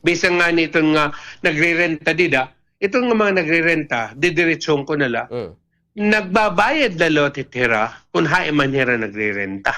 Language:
Waray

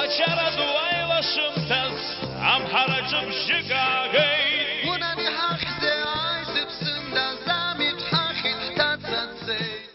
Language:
Abkhazian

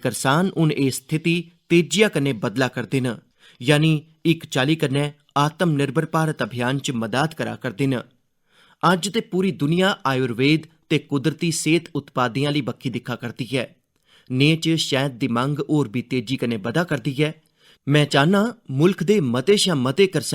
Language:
Dogri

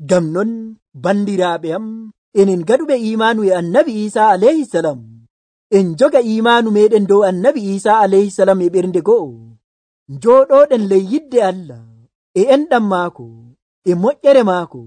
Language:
Nigerian Fulfulde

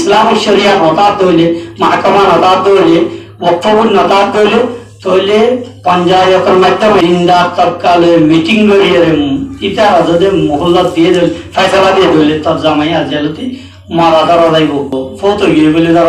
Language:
Rohingya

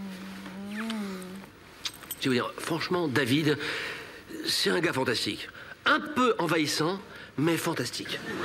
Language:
French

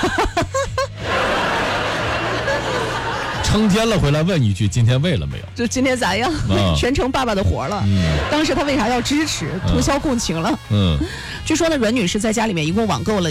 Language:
Chinese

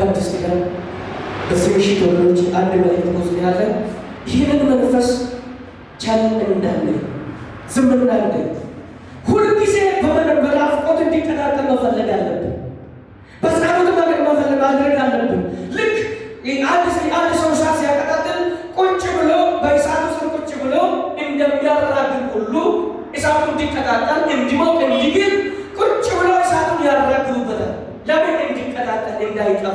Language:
Amharic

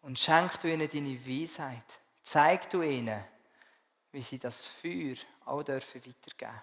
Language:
Swiss German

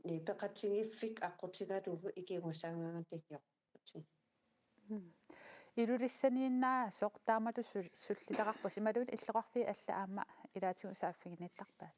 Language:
Kalaallisut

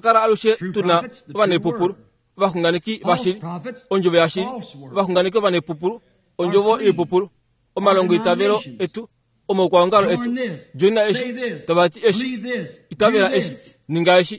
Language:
Kuanyama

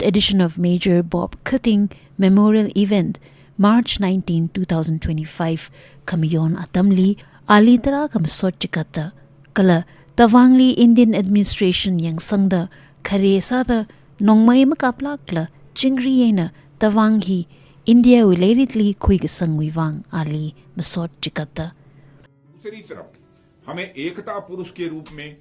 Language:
Tangkhul Naga (India)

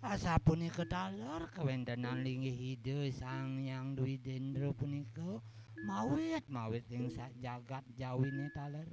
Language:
Balinese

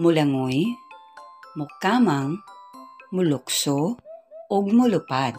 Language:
Cebuano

